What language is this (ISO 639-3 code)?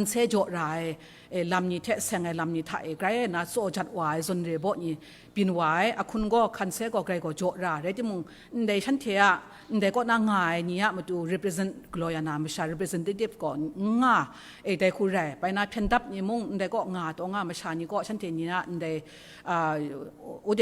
kac